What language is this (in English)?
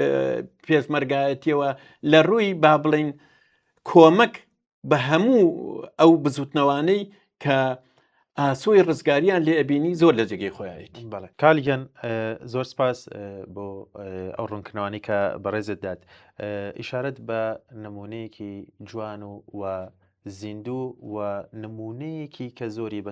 Central Kurdish